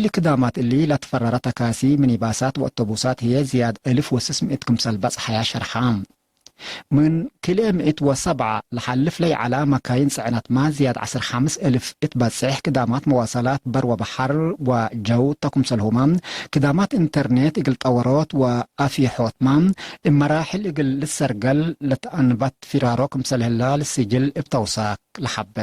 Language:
Tigre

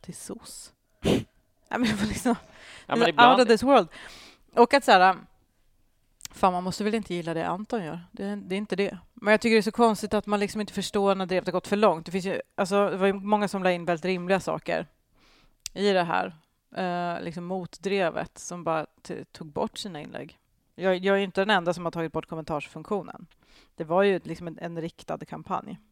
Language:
Swedish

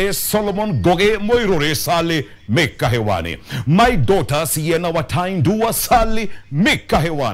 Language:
Kikuyu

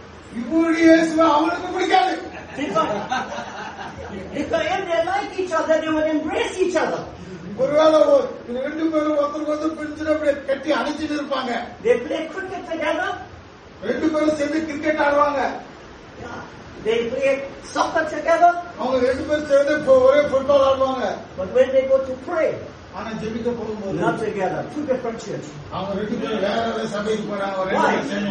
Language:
Tamil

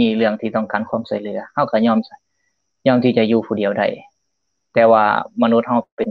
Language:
Lao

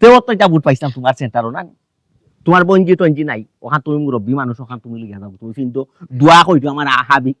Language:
Sylheti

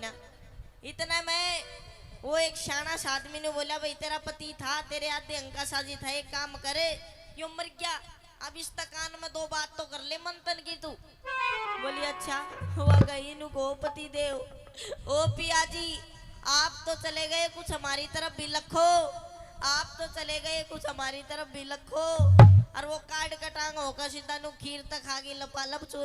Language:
Haryanvi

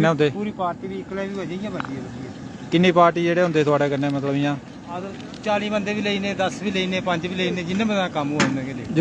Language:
Dogri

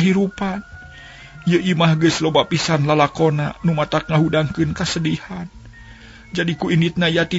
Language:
Sundanese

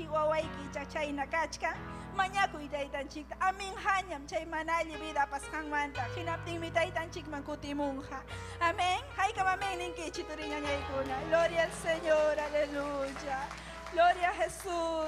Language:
Ayacucho Quechua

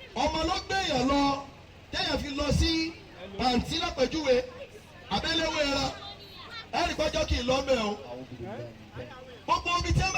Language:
Yoruba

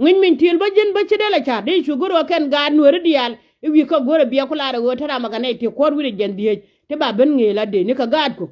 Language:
Nuer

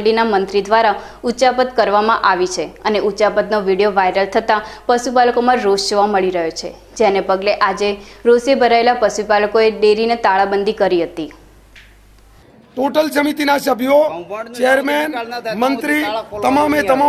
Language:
Gujarati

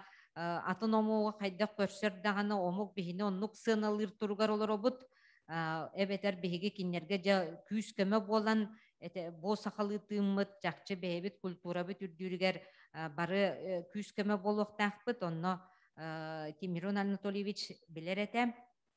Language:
Yakut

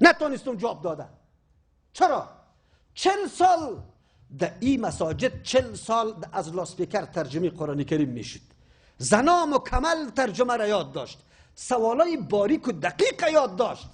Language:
Persian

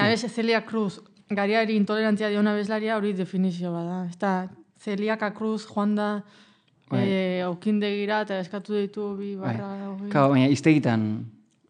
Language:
Basque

